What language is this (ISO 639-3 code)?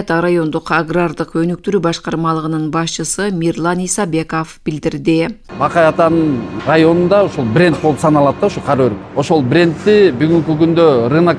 kir